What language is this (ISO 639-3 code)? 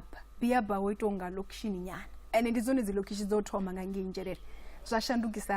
ven